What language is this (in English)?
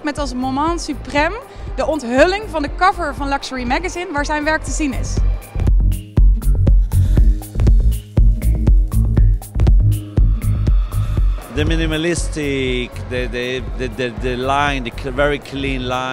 Dutch